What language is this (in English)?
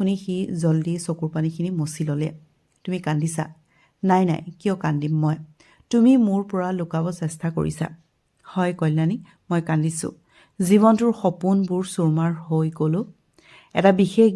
Assamese